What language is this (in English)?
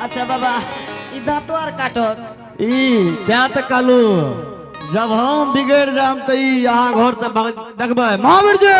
Angika